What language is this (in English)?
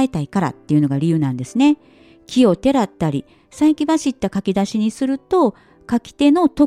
Japanese